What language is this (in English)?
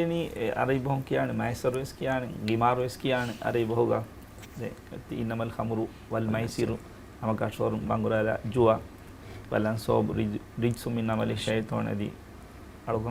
Divehi